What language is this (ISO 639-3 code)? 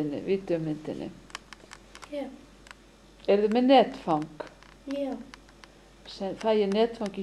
isl